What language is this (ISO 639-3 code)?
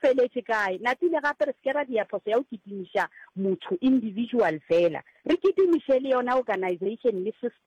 nso